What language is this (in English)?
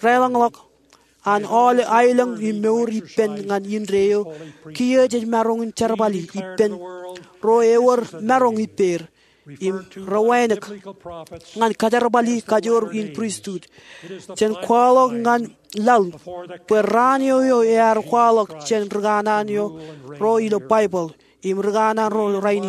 Marshallese